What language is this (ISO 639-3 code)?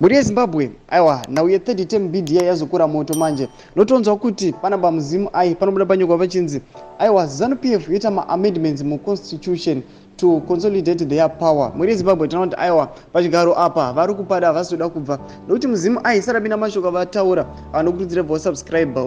sna